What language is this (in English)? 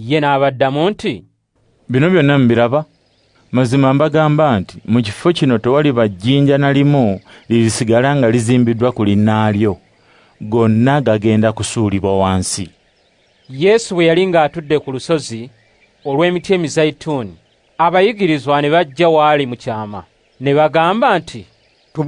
Ganda